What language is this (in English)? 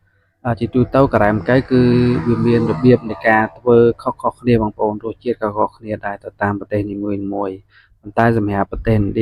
Khmer